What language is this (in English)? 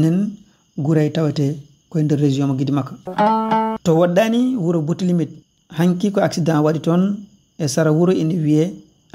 Fula